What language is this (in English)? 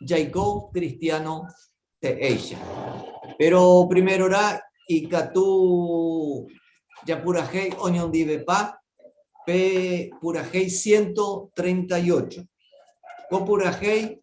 Guarani